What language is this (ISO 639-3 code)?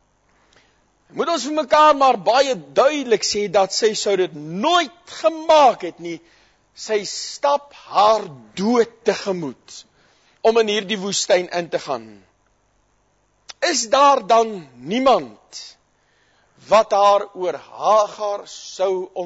afr